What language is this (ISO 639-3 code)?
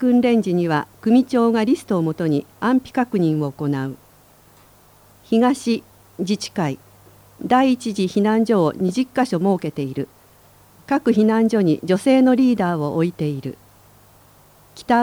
jpn